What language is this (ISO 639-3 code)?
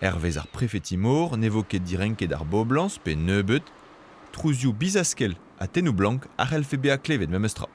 bre